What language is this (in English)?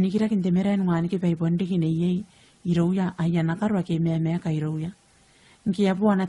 Gilbertese